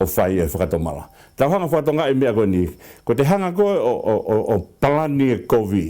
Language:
Tongan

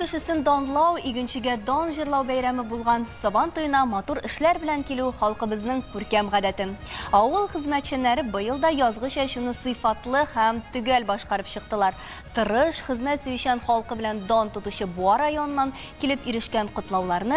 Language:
Tatar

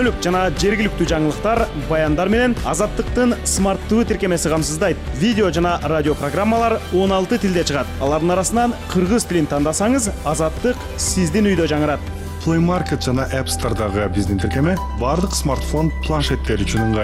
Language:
Kyrgyz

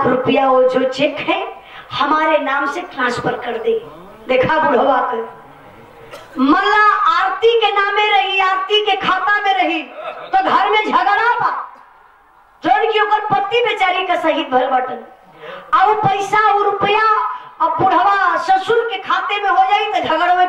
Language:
Bhojpuri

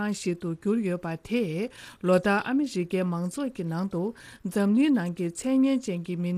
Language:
Tibetan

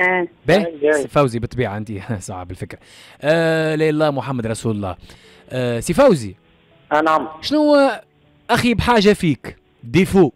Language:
Tunisian Arabic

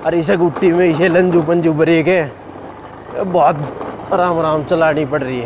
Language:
Haryanvi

